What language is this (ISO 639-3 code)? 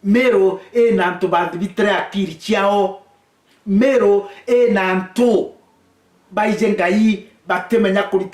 mer